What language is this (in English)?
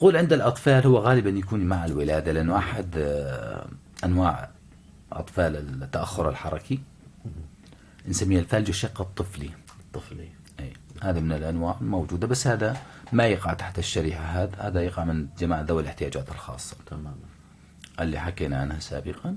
North Levantine Arabic